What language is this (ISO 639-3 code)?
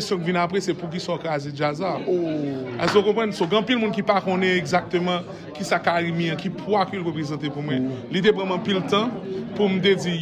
hat